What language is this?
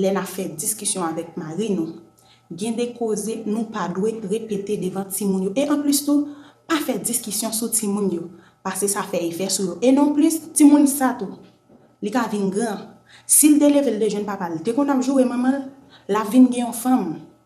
Haitian Creole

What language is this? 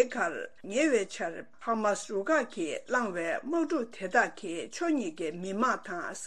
Tibetan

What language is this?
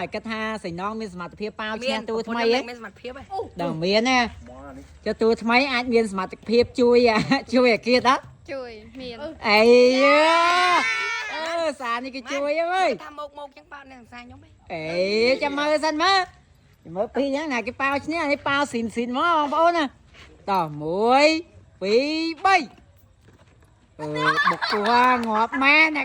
Khmer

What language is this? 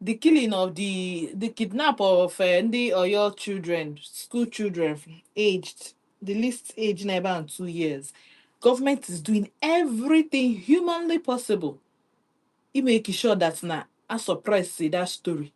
Igbo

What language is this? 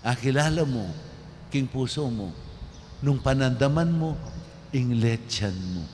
Pampanga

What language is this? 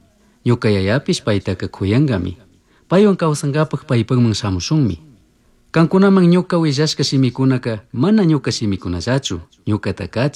Chimborazo Highland Quichua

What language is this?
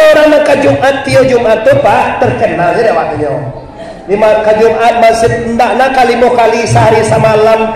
Minangkabau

